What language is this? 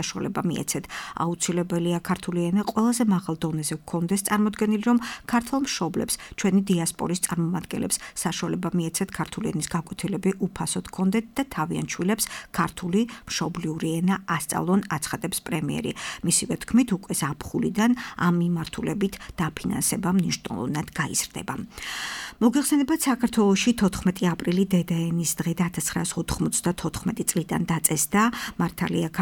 Georgian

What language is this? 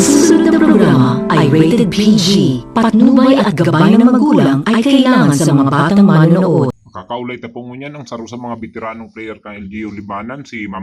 Bikol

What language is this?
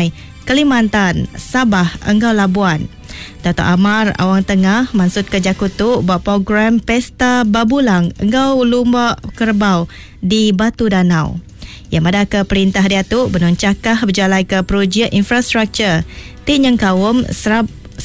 Iban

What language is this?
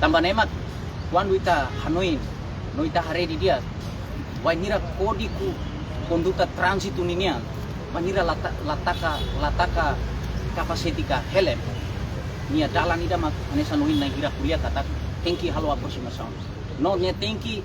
Tetum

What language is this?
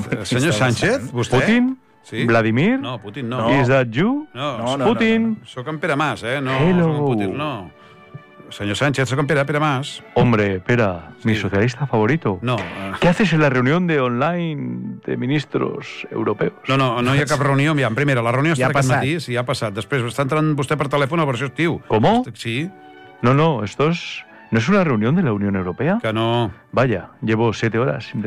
Catalan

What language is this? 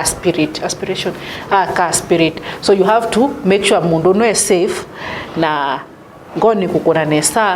Kamba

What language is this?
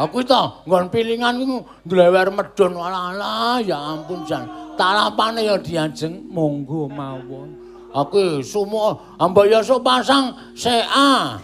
Javanese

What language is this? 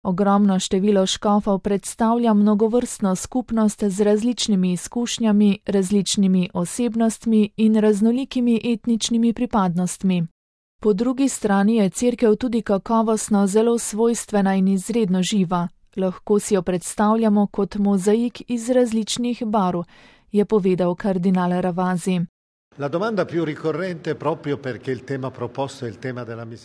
Slovenian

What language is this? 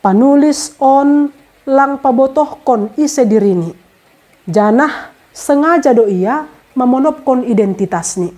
Batak Simalungun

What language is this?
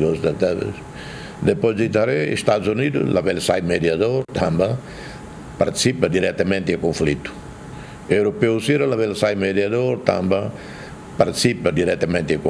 Tetum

